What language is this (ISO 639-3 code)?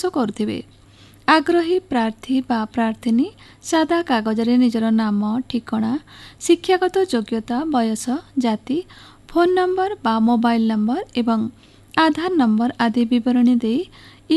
ori